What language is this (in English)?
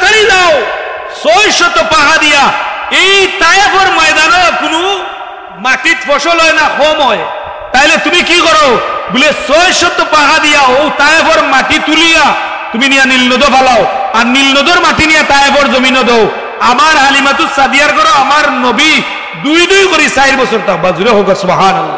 Sylheti